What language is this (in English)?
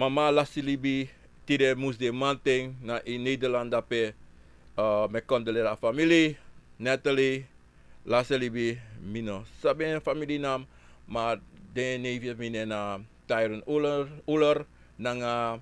Sranan Tongo